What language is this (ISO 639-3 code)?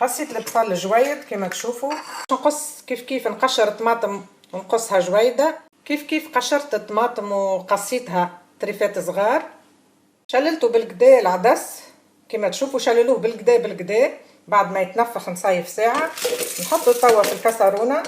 aeb